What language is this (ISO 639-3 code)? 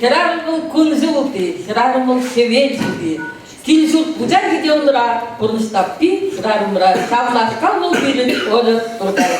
chv